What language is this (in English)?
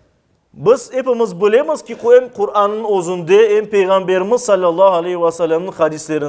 Crimean Tatar